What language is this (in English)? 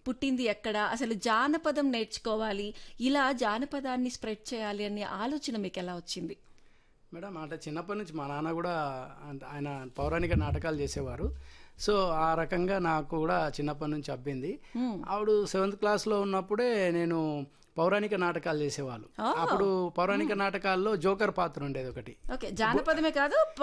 Telugu